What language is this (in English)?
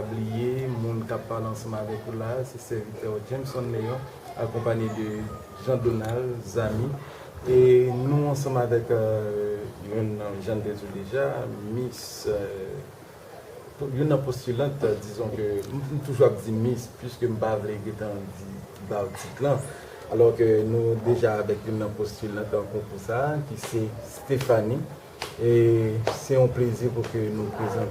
Haitian Creole